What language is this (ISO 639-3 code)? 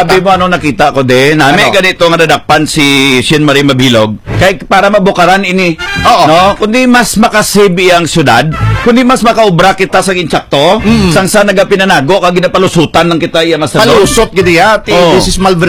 hil